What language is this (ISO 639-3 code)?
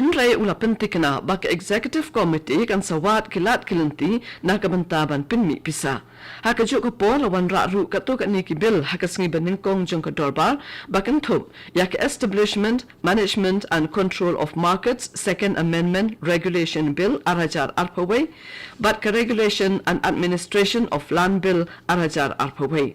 kha